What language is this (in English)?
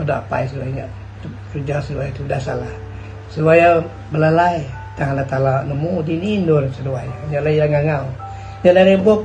Iban